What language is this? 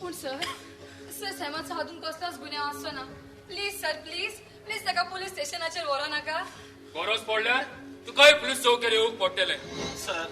Konkani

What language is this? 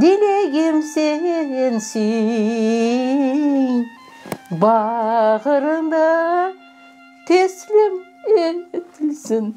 Crimean Tatar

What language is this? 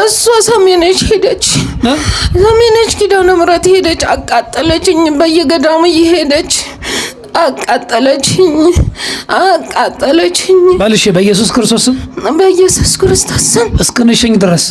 Amharic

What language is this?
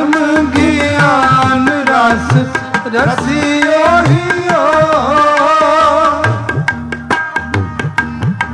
Punjabi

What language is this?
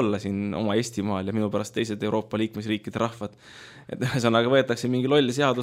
Estonian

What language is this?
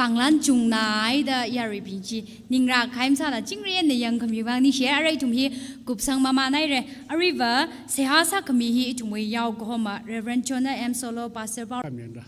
Tangkhul Naga (India)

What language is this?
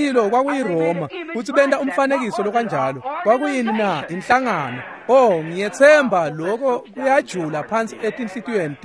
Swati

